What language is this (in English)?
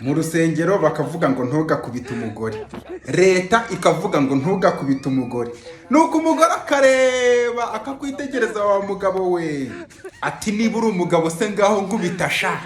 Kinyarwanda